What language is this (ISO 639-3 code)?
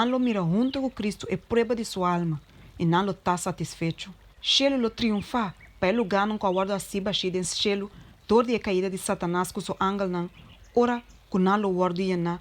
pap